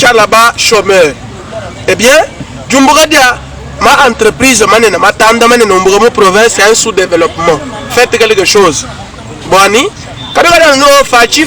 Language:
Luba-Lulua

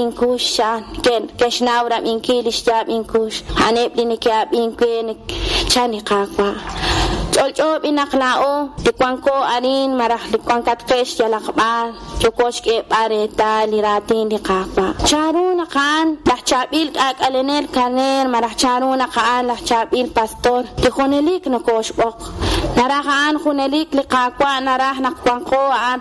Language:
Kekchí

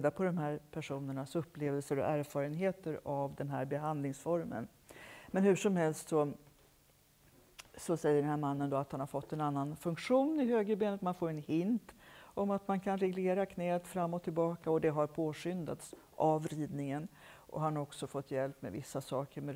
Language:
Swedish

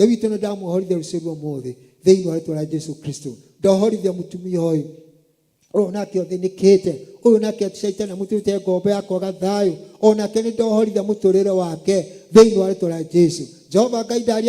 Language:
Kikuyu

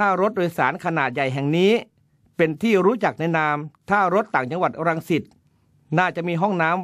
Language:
Thai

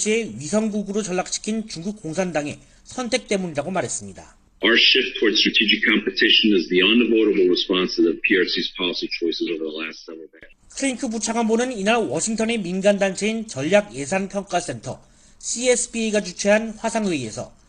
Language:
Korean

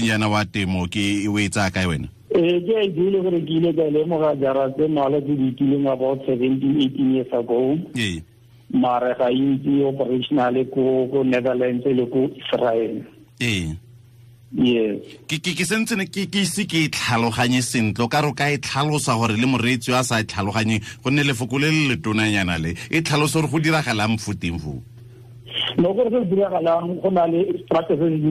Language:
Tswana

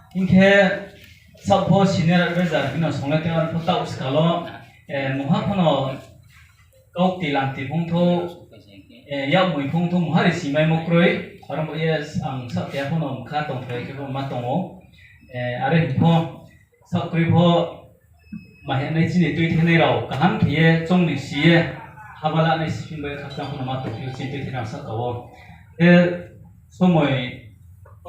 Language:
Riang (India)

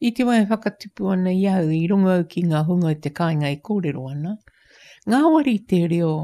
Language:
Māori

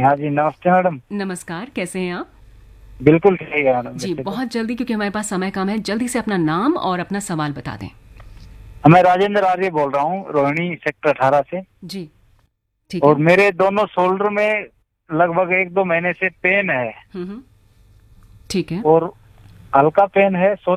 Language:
Hindi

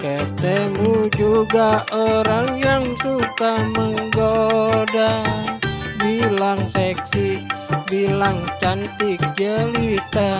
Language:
Betawi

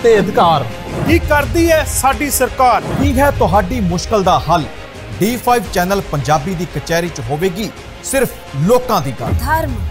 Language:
Punjabi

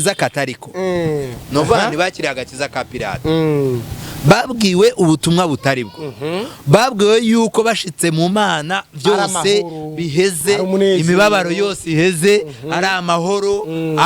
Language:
Rundi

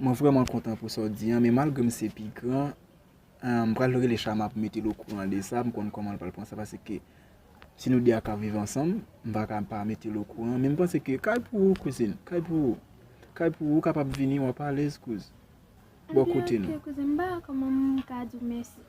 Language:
Haitian Creole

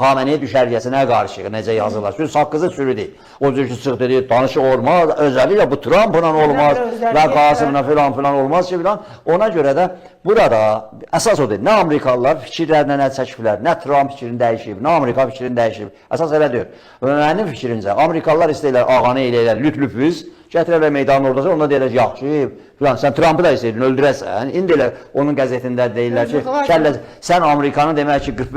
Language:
Azerbaijani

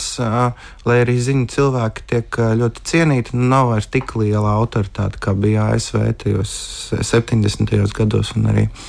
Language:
Latvian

